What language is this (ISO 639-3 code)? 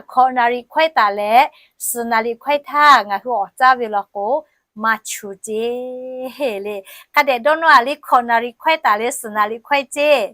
lhu